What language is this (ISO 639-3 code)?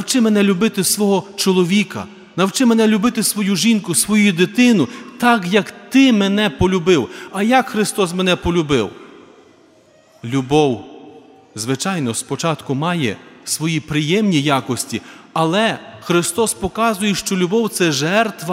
ukr